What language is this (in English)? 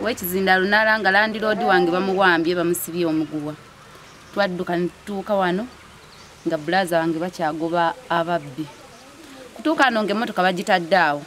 Ganda